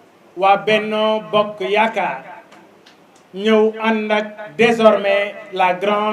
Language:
Wolof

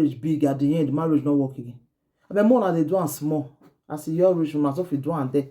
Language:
Nigerian Pidgin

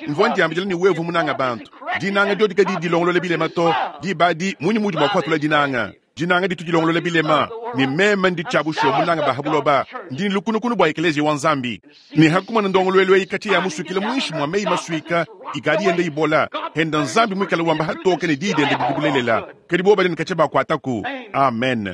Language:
Luba-Lulua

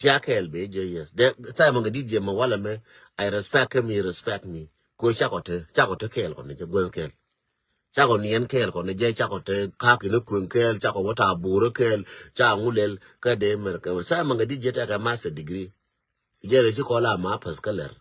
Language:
Nuer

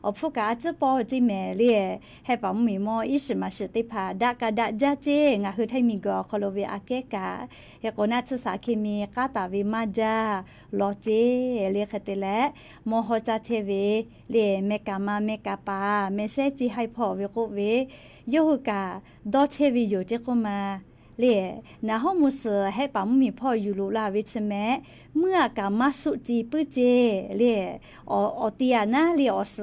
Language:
Lahu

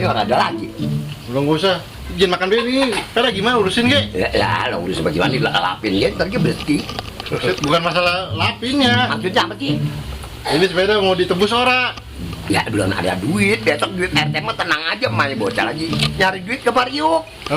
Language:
Betawi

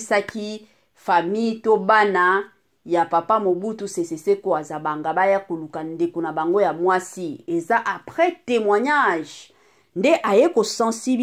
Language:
Lingala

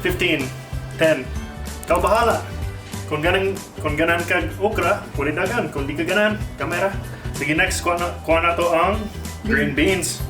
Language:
Cebuano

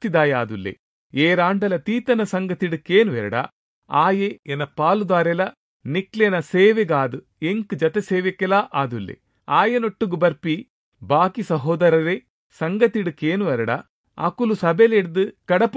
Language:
Tulu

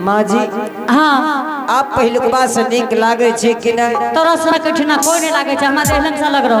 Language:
Angika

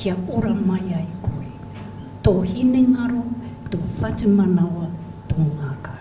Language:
Māori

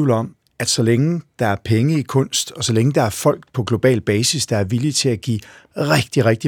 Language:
Danish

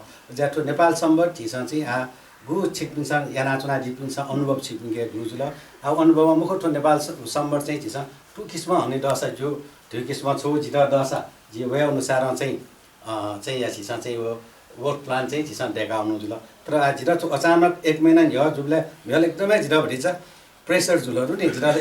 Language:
Newari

